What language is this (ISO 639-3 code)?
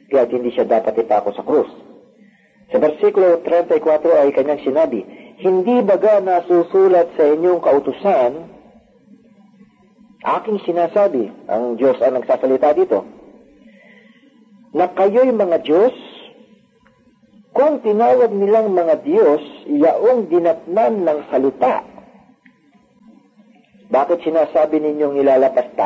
fil